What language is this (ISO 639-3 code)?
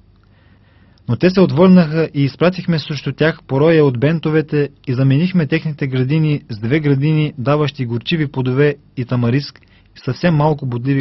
bul